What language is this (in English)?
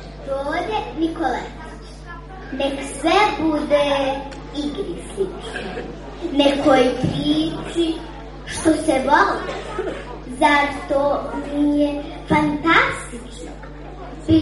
Serbian